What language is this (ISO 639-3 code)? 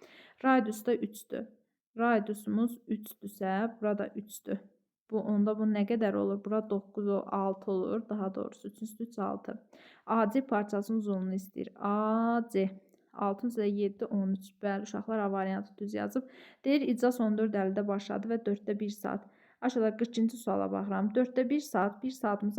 aze